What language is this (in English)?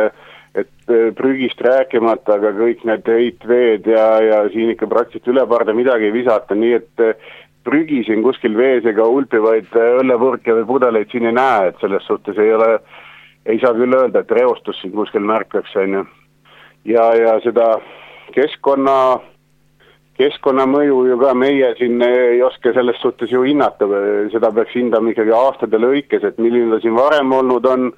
Estonian